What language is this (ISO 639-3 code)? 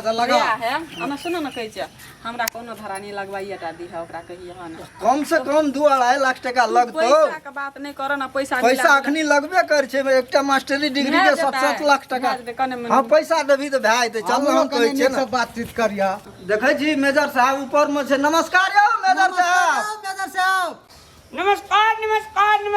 mai